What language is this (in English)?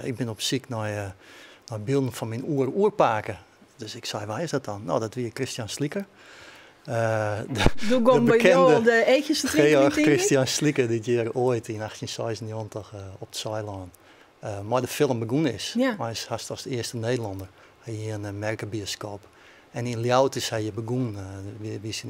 Western Frisian